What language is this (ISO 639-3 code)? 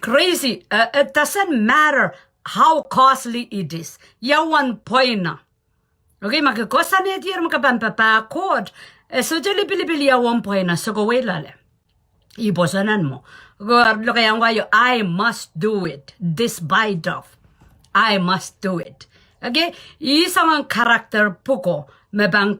pon